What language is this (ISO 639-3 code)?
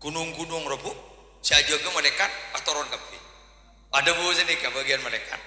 mad